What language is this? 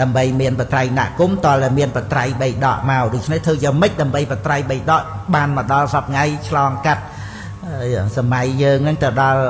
Khmer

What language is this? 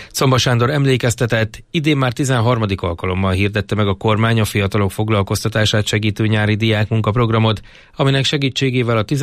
Hungarian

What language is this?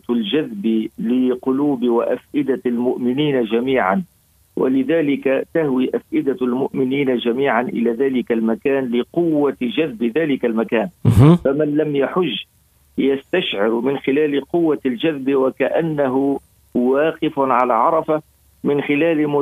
Arabic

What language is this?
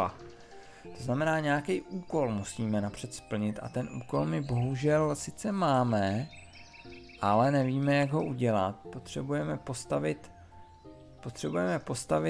Czech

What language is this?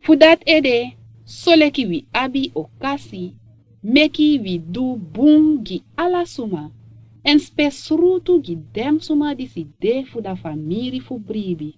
Sranan Tongo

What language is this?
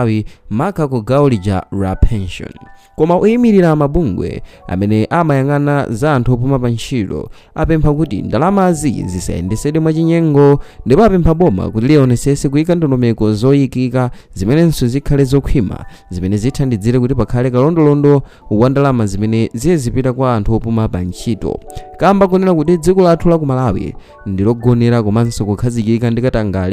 Nyanja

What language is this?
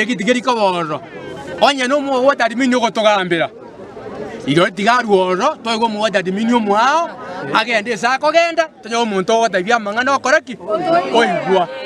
Gusii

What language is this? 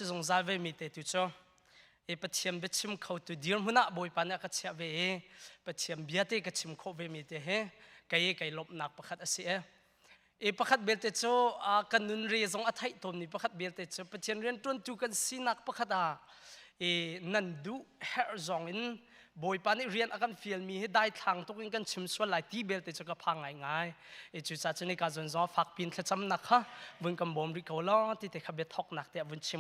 Hakha Chin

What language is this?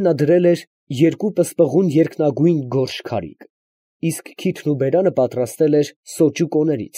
Armenian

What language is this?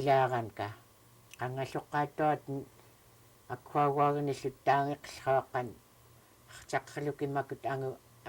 Central Yupik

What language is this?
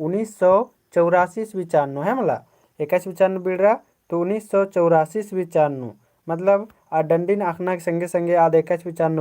Kurukh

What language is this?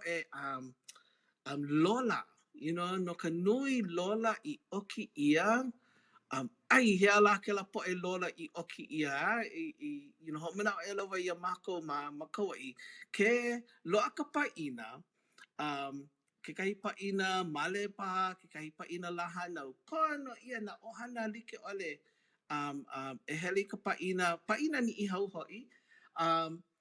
Hawaiian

